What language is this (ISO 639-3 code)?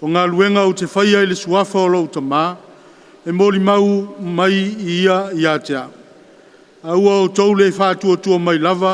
smo